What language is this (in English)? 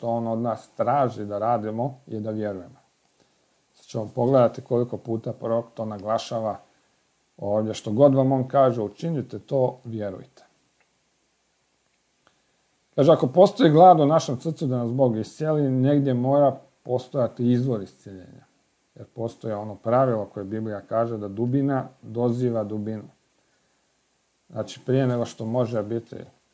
Croatian